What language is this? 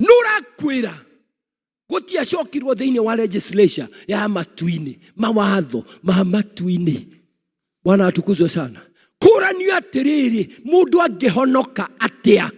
Kikuyu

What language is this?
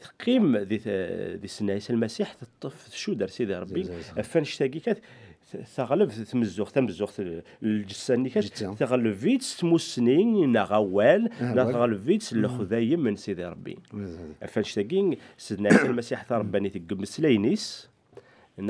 Kabyle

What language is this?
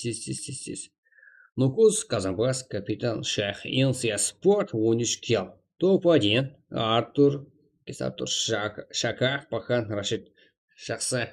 Kara-Kalpak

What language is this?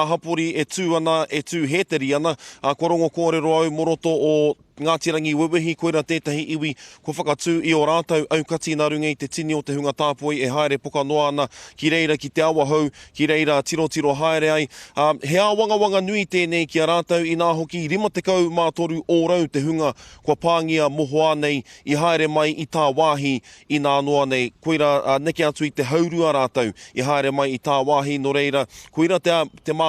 Māori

